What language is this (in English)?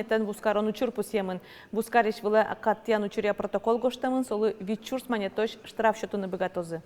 Udmurt